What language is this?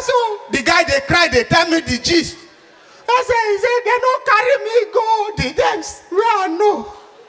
Nigerian Pidgin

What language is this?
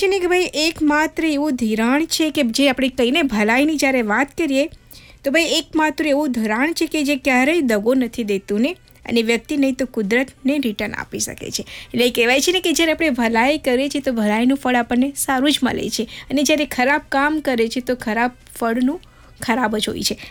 Gujarati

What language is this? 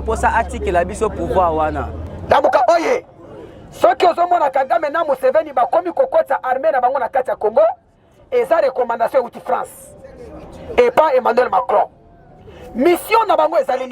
Lingala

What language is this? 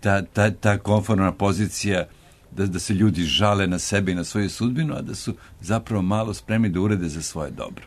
Serbian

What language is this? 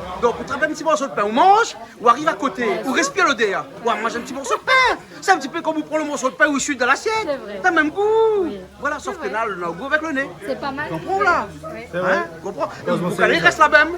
Réunion Creole French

